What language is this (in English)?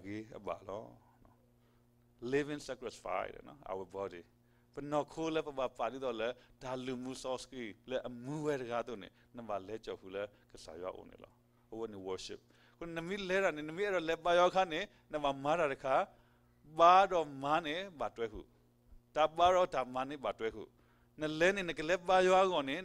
S'gaw Karen